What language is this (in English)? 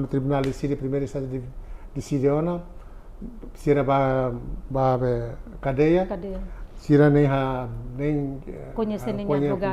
Tetum